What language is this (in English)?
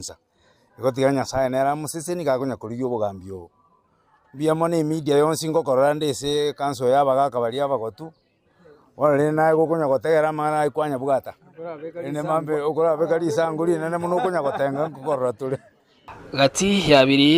Gusii